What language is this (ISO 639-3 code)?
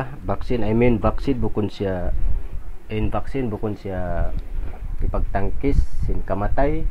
tsg